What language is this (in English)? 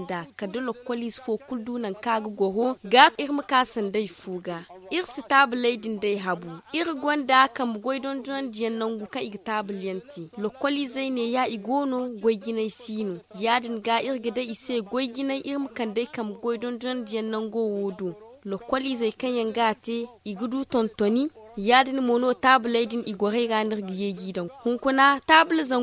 Zarma